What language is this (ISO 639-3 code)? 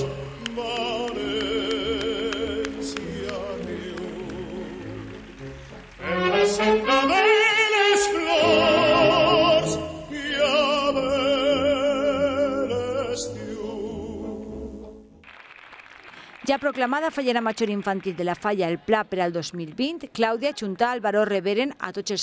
cat